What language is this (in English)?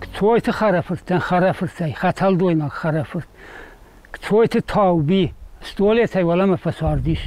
Ossetic